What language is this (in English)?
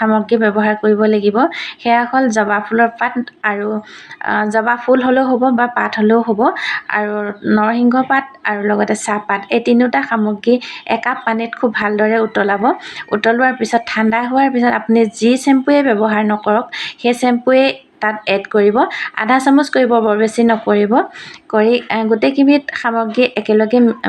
Assamese